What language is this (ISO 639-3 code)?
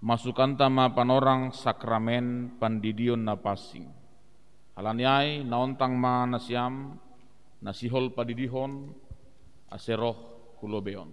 bts